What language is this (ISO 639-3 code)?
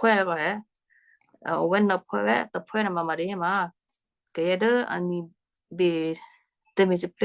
kyu